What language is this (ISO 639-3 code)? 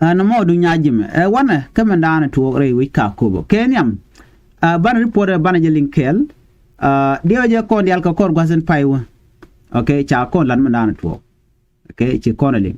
nus